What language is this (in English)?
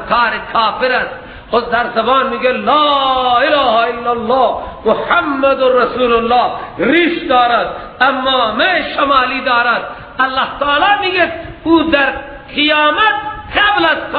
Persian